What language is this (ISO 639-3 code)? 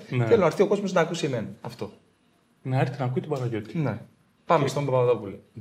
ell